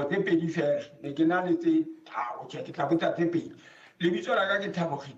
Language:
Southern Sotho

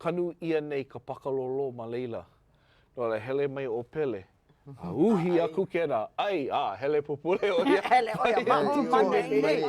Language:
Hawaiian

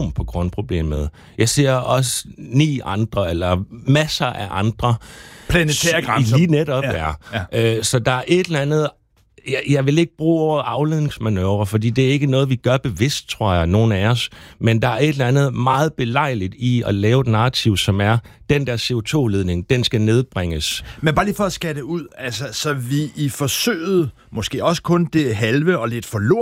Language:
Danish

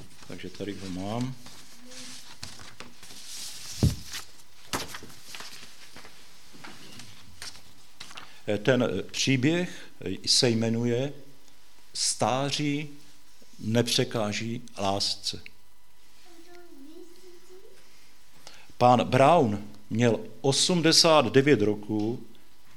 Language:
Czech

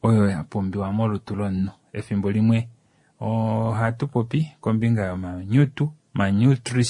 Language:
Kuanyama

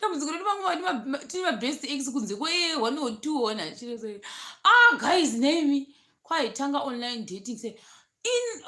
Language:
Shona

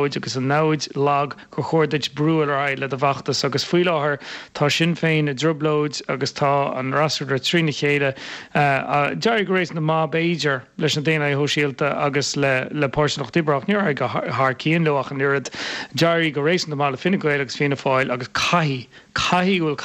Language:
Irish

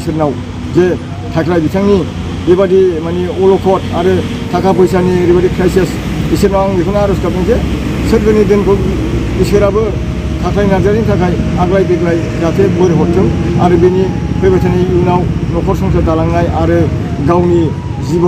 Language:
Bodo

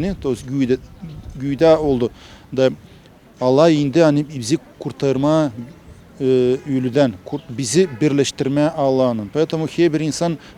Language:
Gagauz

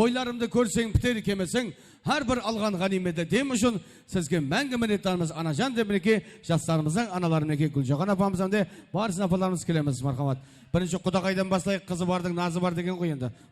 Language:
Kara-Kalpak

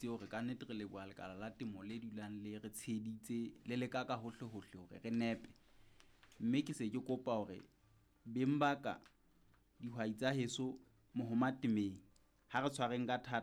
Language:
Southern Sotho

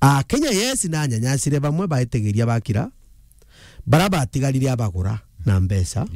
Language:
Meru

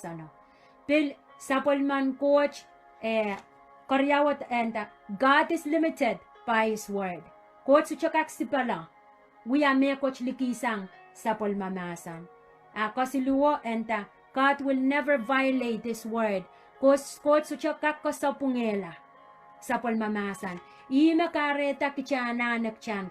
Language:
Pohnpeian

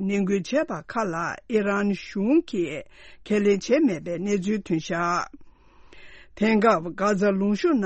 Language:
Tibetan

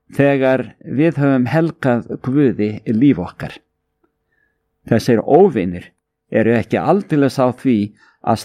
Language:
Icelandic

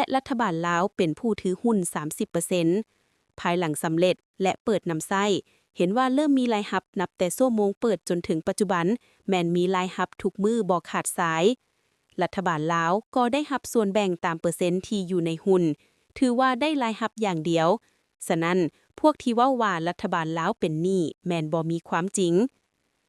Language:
Lao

